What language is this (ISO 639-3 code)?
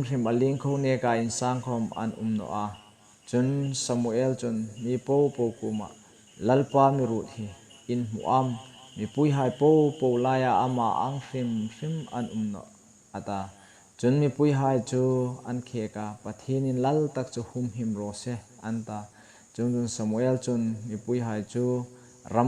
hmr